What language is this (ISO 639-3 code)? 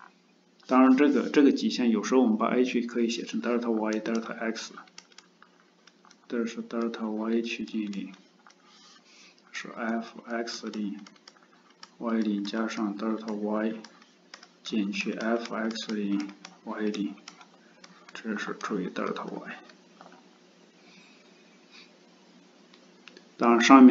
zho